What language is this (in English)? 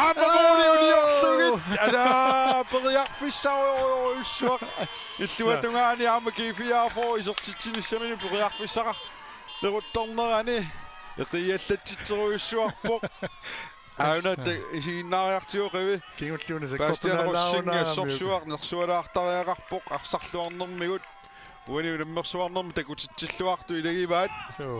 Kalaallisut